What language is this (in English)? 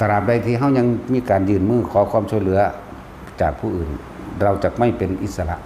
Northeastern Thai